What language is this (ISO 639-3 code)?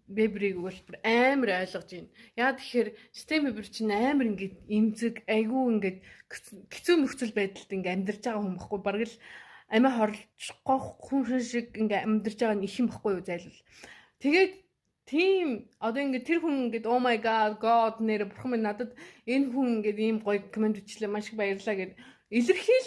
mon